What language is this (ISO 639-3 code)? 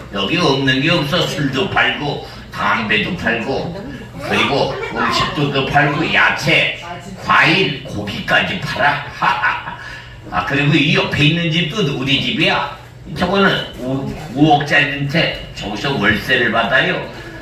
kor